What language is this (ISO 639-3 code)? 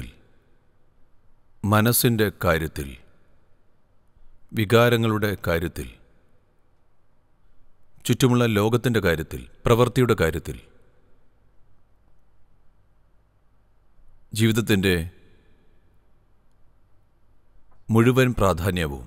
mal